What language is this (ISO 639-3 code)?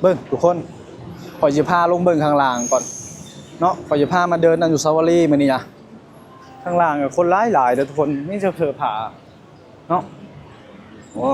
lao